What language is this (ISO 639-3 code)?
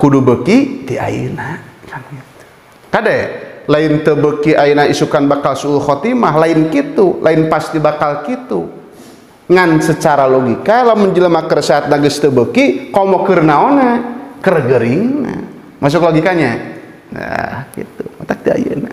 sun